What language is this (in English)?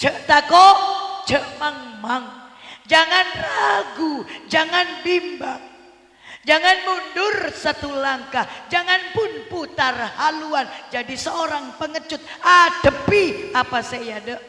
Madurese